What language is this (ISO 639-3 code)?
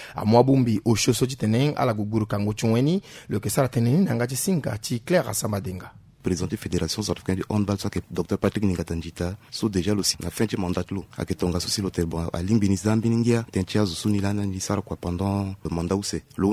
sag